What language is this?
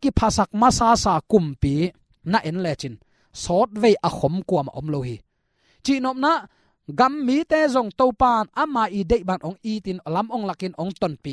Tedim Chin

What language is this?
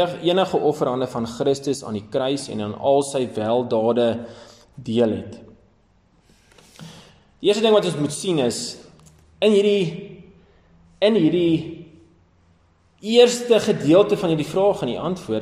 Afrikaans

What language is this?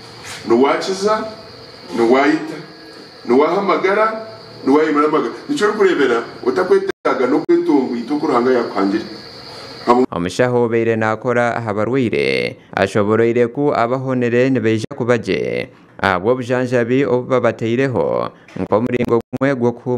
Nyankole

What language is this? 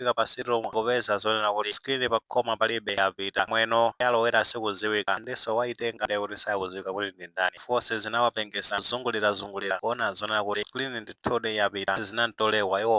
Nyanja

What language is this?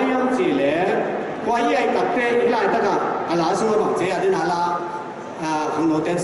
Tedim Chin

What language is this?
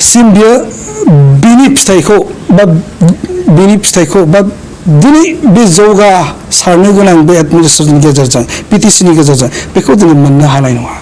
Bodo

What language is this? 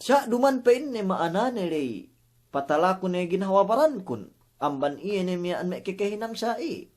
Yakan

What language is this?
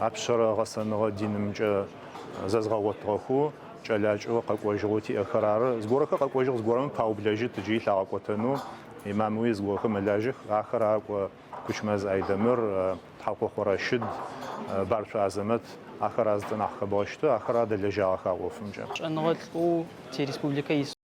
Adyghe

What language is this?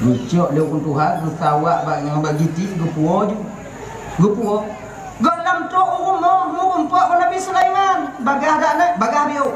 Achinese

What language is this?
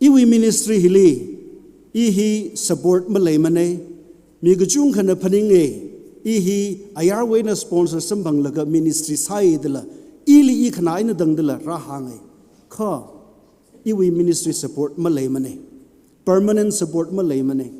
Tangkhul Naga (India)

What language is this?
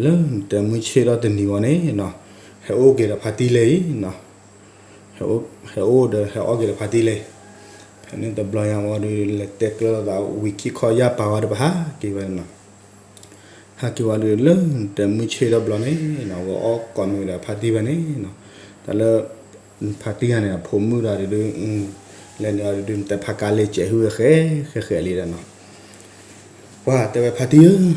S'gaw Karen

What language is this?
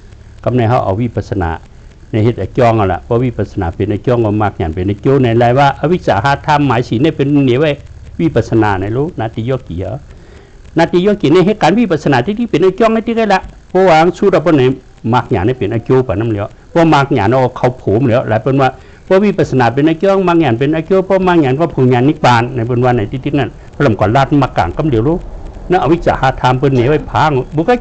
Shan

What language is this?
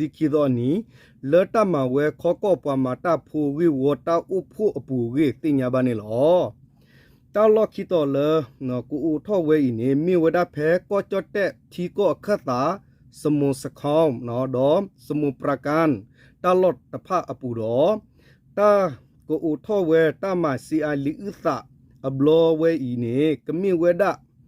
S'gaw Karen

